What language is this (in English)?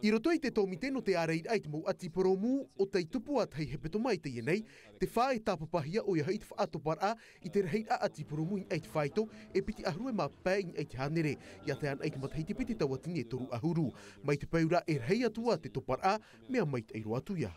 Tahitian